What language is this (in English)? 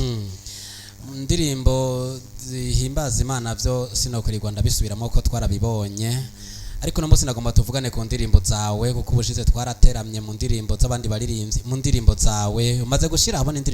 Rundi